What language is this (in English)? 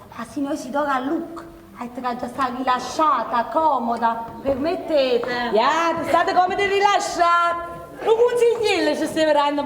Neapolitan